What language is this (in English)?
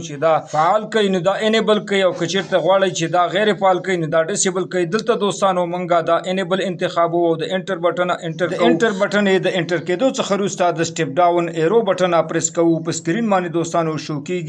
Pashto